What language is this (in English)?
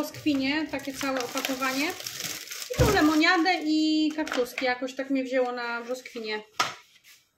Polish